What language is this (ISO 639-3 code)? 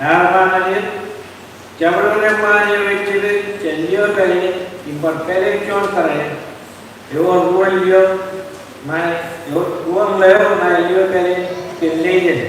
mah